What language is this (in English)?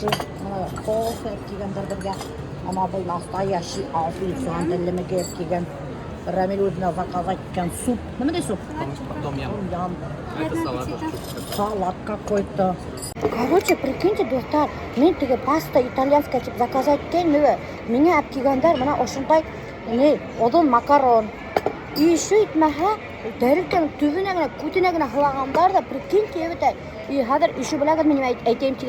Bashkir